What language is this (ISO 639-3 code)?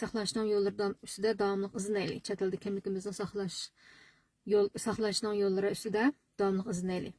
uig